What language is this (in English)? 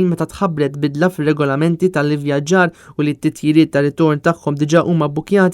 Maltese